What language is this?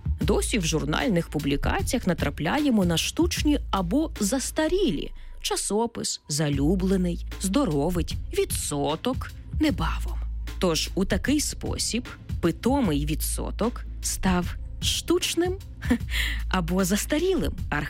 Ukrainian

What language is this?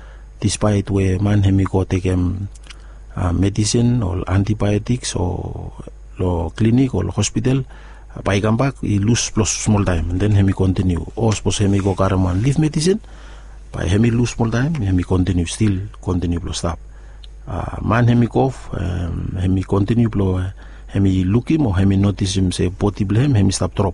Bislama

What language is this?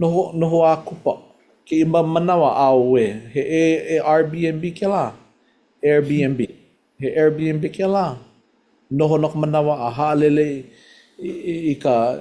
Hawaiian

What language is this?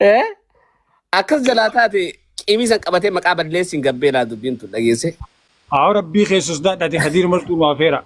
Oromo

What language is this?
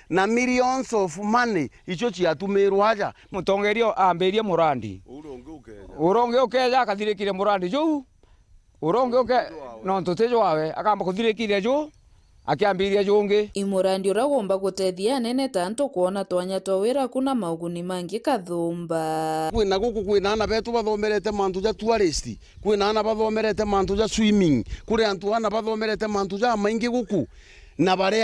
Meru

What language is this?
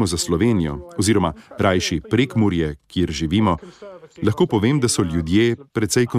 Slovenian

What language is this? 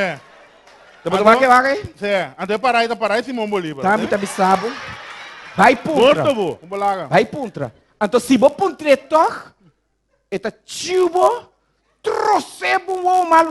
Papiamento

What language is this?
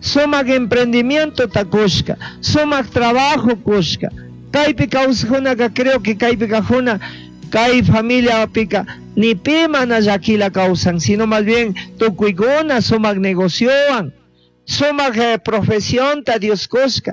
Chimborazo Highland Quichua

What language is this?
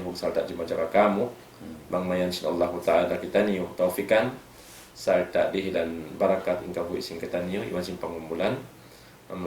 Tausug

